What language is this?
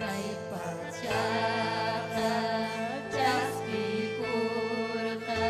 Ayacucho Quechua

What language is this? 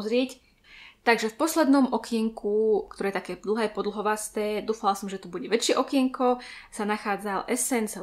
Slovak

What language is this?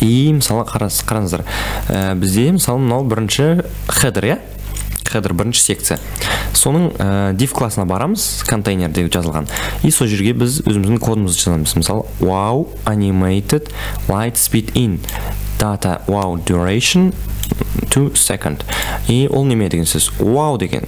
Kazakh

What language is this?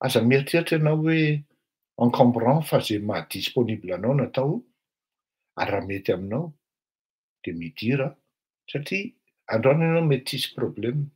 Malagasy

